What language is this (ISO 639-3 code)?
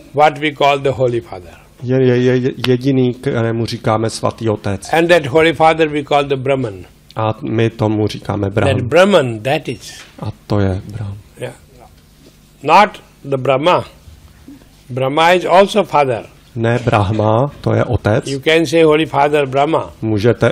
ces